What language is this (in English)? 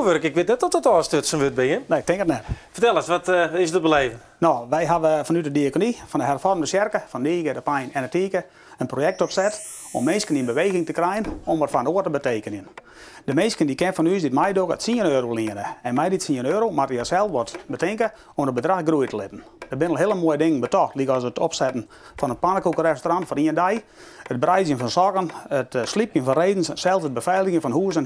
Western Frisian